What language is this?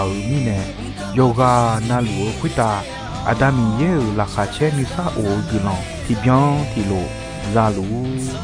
Akha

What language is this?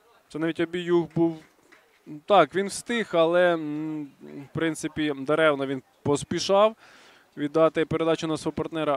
Ukrainian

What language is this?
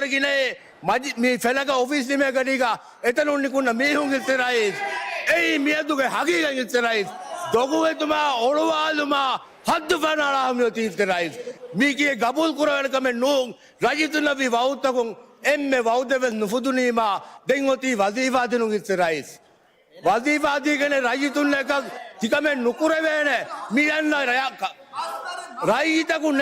Divehi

